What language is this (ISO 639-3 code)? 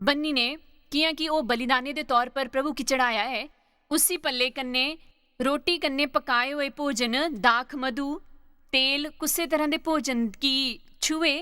doi